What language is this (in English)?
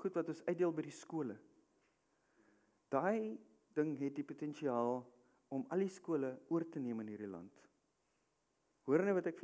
Afrikaans